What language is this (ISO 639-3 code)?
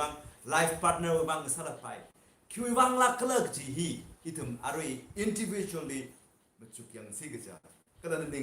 nmf